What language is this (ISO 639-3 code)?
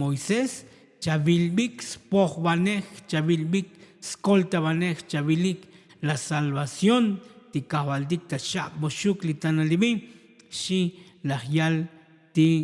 tzo